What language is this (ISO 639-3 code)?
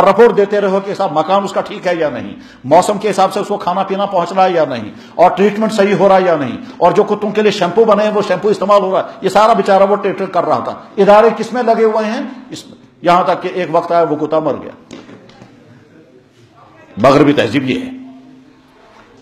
urd